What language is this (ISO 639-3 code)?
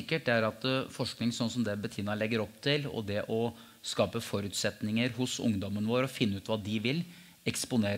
nor